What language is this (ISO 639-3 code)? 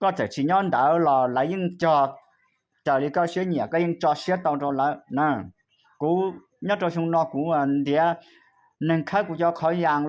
hmn